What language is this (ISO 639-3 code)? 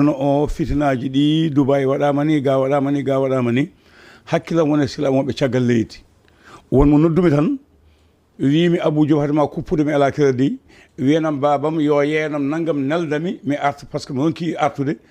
ful